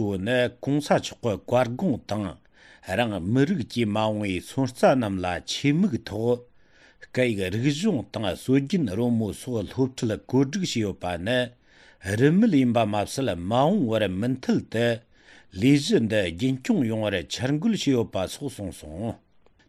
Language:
Tibetan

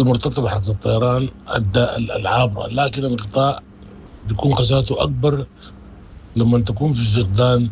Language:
Sudanese Arabic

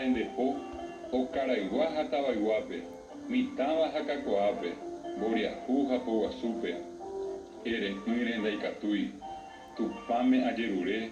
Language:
Guarani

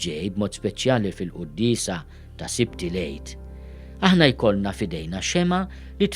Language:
Maltese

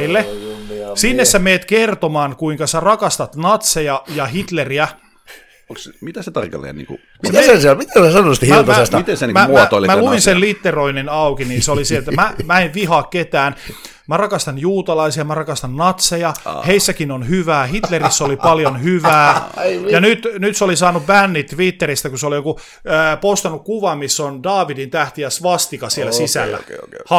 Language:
Finnish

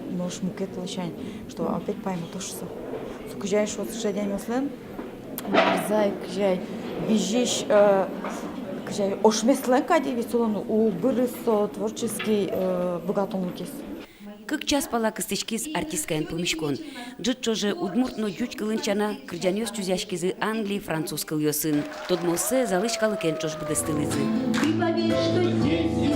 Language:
Udmurt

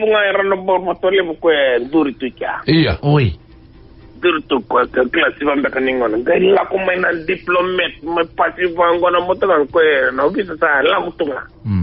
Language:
Fijian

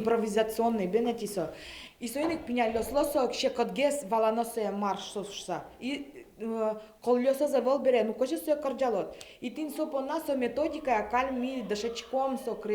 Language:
Udmurt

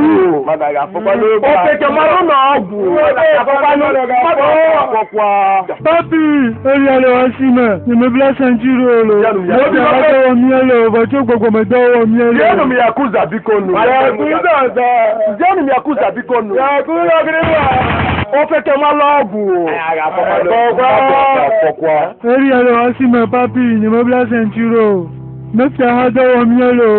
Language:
Ewe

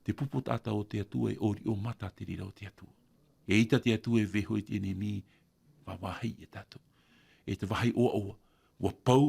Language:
Tahitian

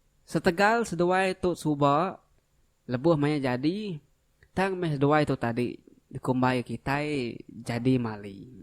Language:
Iban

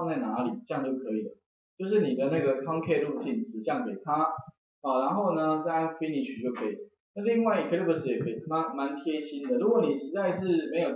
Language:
Chinese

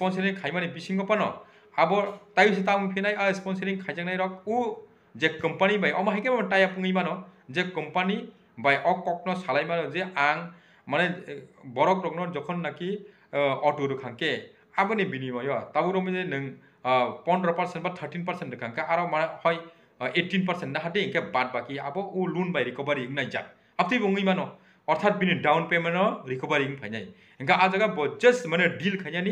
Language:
Kok Borok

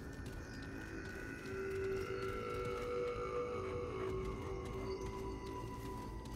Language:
Russian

